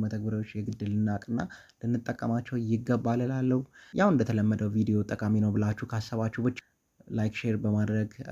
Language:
Amharic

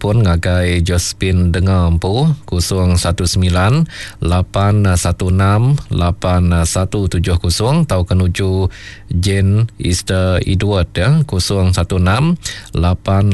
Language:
Iban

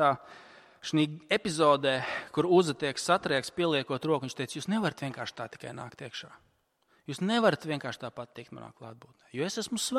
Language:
Latvian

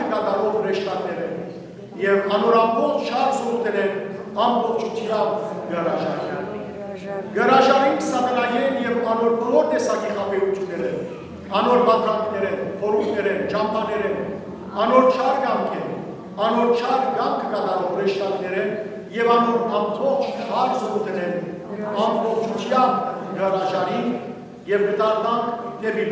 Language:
Western Armenian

